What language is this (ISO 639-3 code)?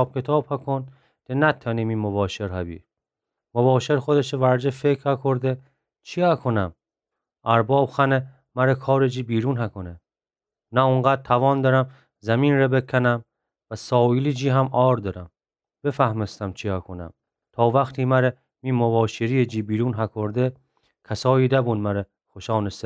glk